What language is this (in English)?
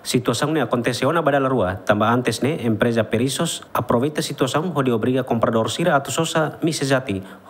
Tetum